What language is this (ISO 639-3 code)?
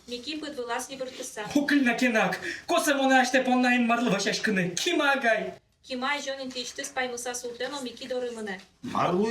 udm